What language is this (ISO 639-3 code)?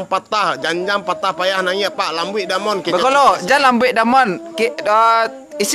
min